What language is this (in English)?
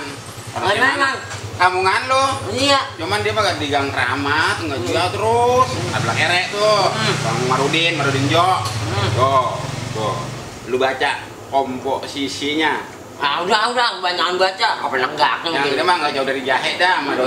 Betawi